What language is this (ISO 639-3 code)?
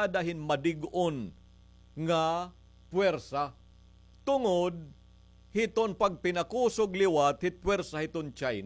war